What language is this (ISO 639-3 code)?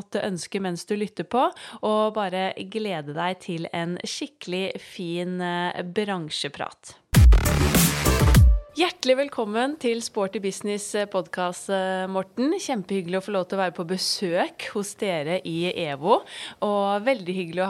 nor